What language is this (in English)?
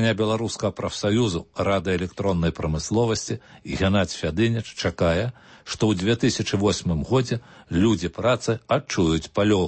Belarusian